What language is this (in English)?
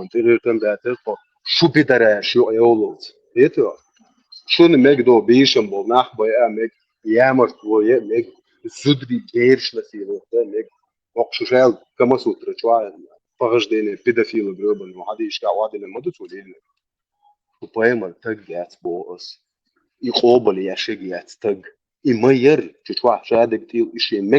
Chechen